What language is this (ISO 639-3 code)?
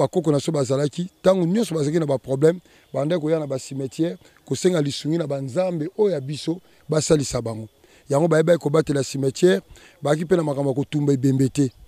lin